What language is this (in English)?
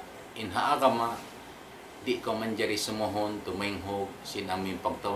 Tausug